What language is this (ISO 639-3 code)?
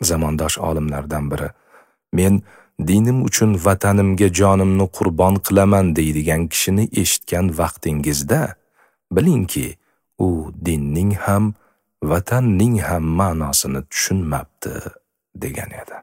uzb